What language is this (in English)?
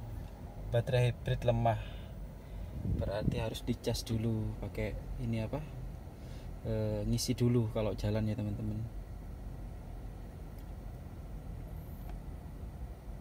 Indonesian